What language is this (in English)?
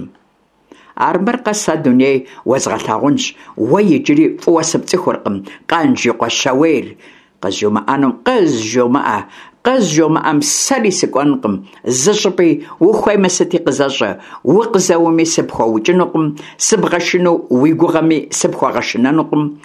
Kabardian